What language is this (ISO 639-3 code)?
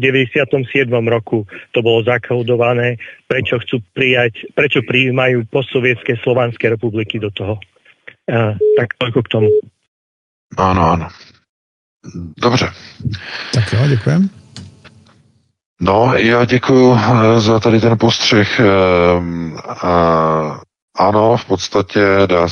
ces